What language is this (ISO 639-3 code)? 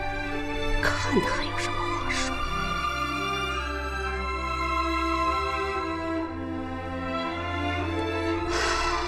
zho